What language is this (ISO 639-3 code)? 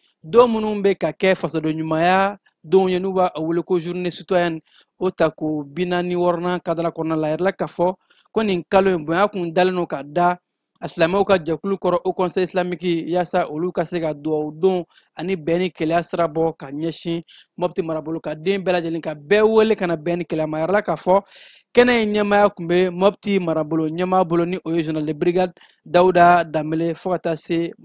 bam